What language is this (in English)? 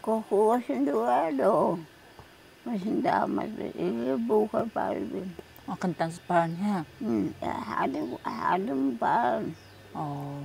Taroko